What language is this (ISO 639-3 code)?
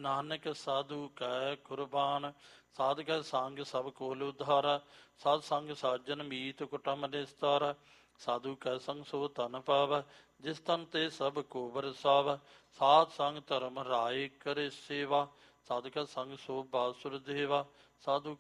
pan